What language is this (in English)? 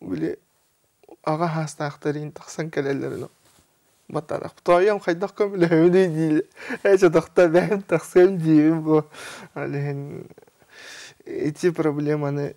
Yakut